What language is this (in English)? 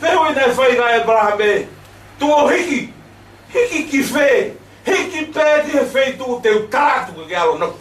Tongan